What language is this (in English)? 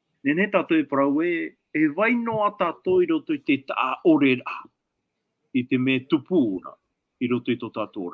Tahitian